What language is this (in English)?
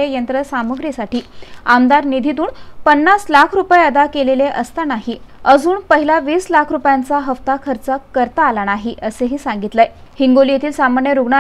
Marathi